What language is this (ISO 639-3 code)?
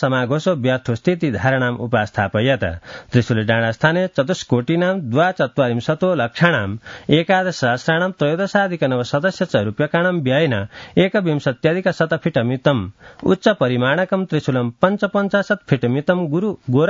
san